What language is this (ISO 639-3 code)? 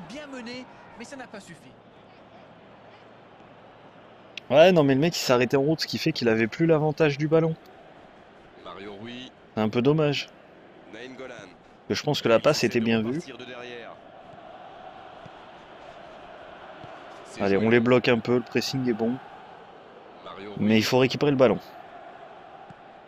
fra